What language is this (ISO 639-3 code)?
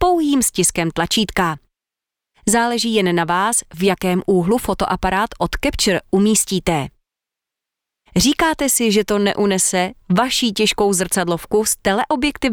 ces